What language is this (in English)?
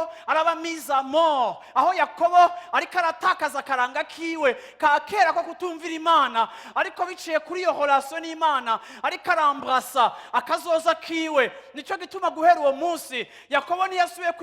Rundi